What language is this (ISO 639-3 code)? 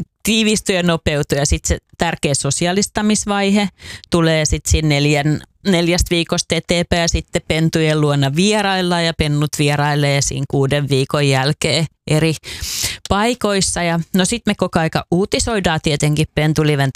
fin